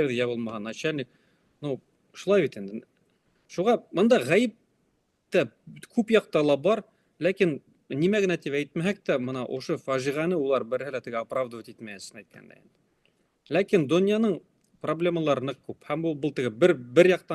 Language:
Bashkir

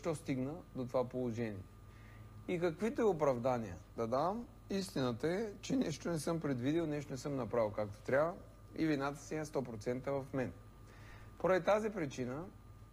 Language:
Bulgarian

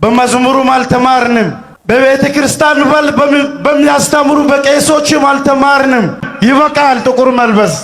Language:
Amharic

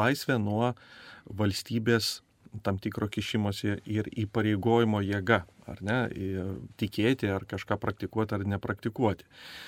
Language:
Lithuanian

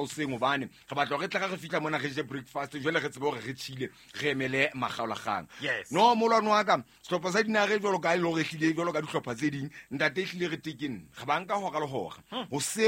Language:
Southern Sotho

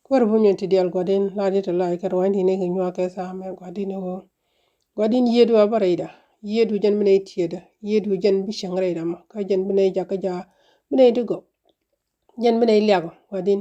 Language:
Nuer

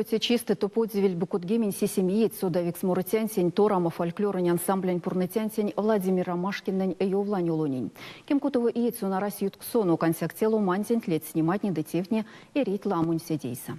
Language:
Erzya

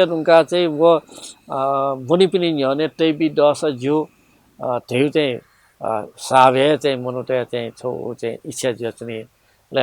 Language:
Newari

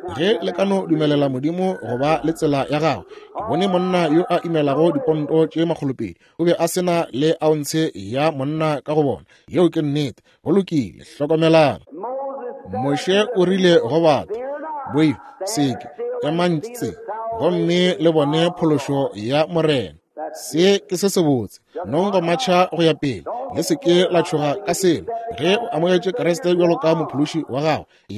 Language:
Northern Sotho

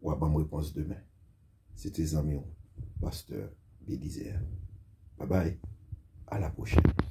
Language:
Haitian Creole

